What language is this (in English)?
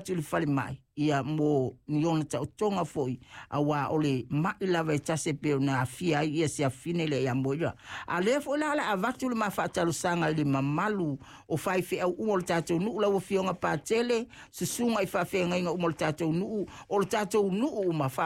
Samoan